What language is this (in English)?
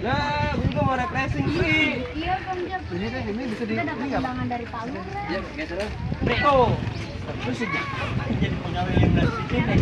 Betawi